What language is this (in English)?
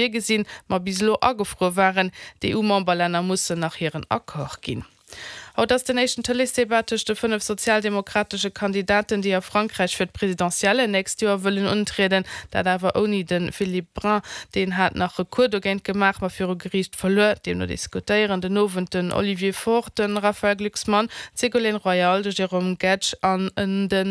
Luxembourgish